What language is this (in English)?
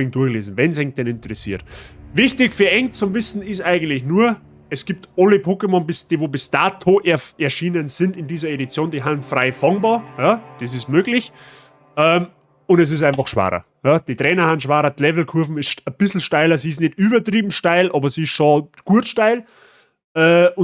Bavarian